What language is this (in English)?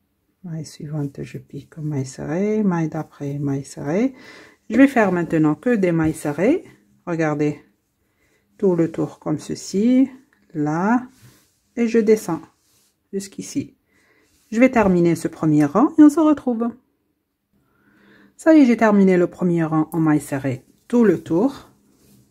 French